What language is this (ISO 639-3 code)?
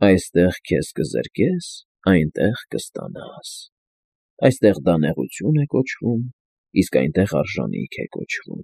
hye